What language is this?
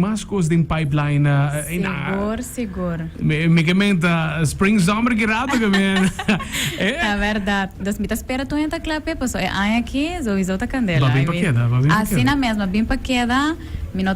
Papiamento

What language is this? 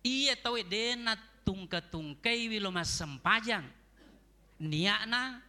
Buginese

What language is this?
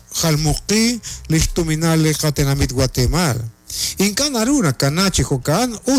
Kekchí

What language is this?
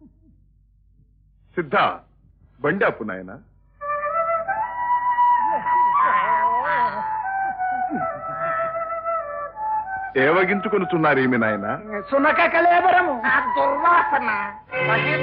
Telugu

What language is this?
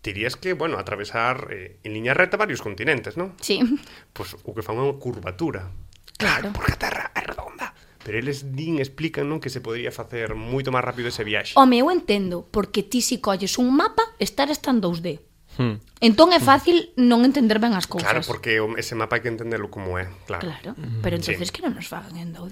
Galician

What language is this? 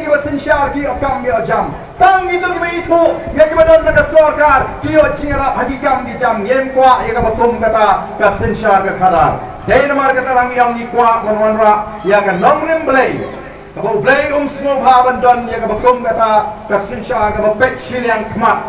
Khasi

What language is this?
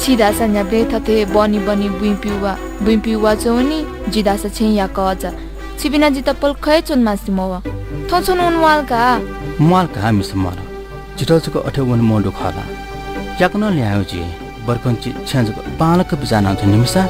Newari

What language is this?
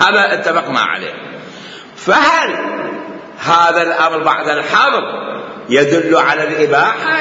Mesopotamian Arabic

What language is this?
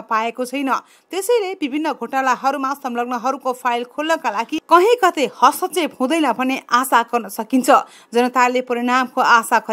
Nepali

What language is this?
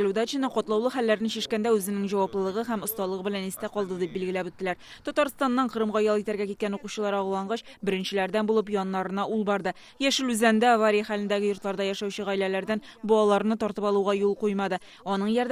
Tatar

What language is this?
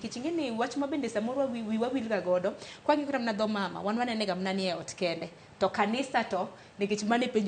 Luo (Kenya and Tanzania)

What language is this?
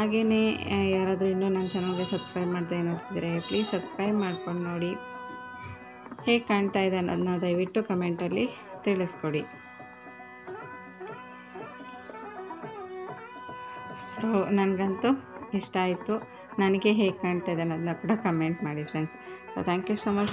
Kannada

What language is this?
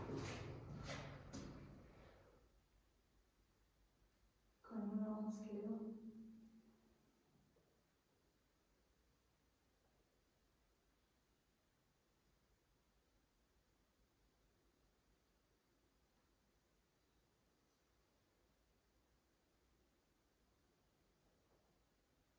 Norwegian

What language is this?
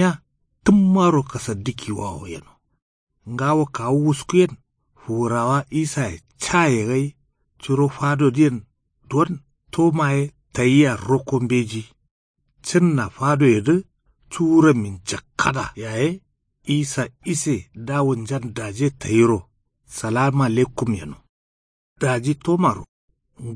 Kanuri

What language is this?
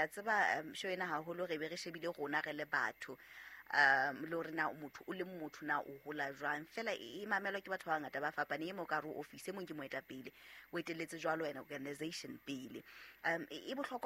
Southern Sotho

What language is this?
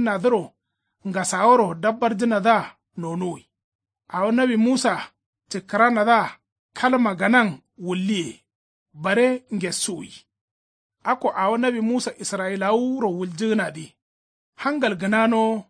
Kanuri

